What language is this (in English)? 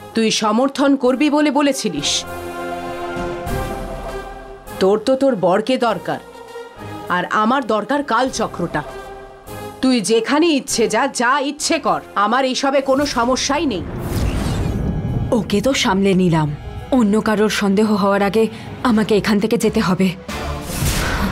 Bangla